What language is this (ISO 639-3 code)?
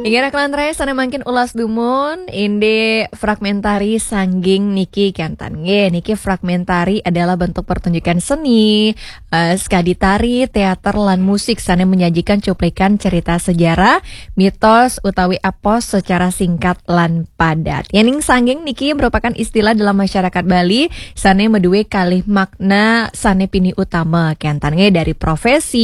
ban